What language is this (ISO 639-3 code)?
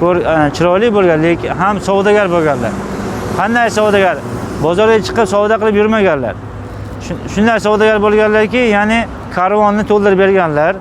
uzb